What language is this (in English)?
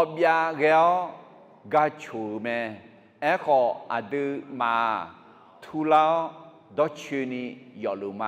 Akha